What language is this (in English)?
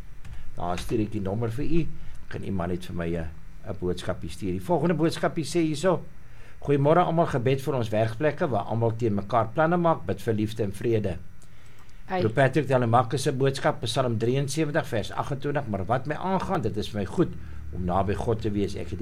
Afrikaans